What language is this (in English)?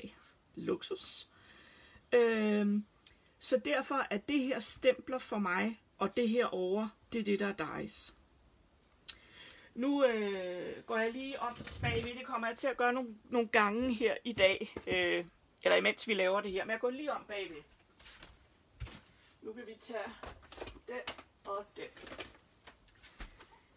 Danish